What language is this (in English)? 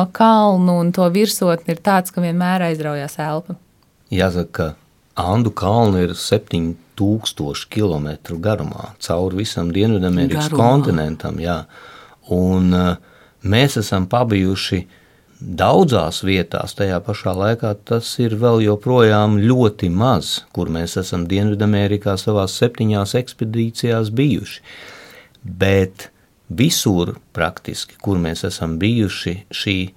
Latvian